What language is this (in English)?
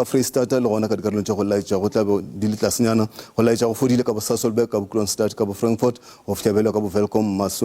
Northern Sotho